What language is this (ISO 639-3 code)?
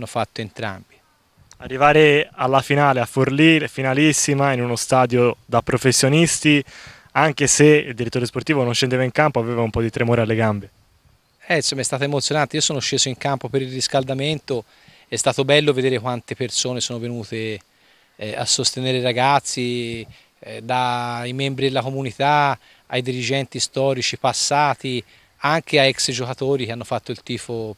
ita